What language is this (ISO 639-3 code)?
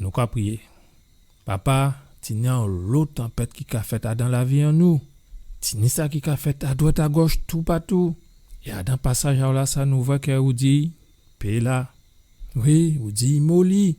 gcf